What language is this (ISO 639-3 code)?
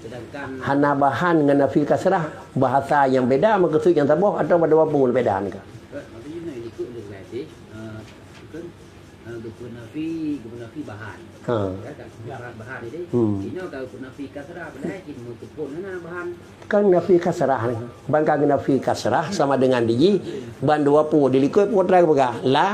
ace